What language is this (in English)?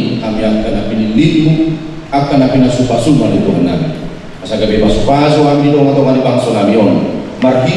Batak Toba